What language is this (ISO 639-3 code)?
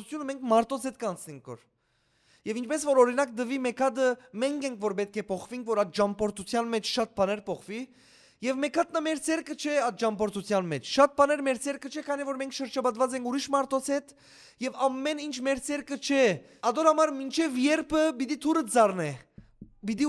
hyw